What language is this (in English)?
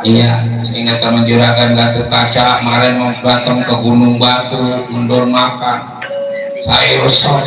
Betawi